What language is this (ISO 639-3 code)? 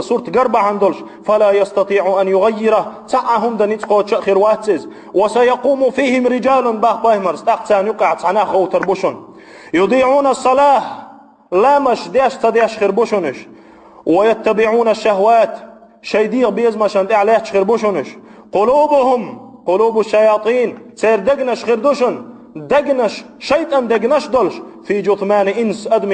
che